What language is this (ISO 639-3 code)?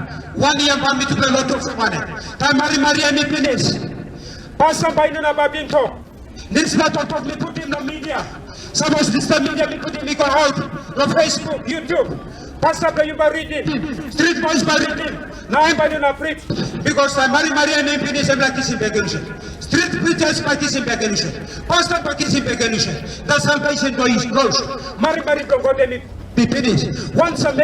tpi